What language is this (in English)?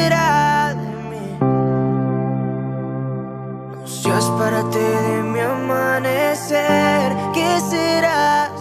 Spanish